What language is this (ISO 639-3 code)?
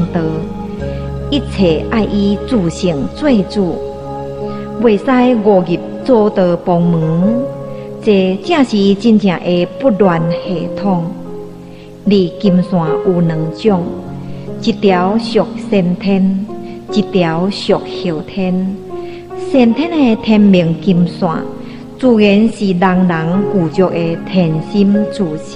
nan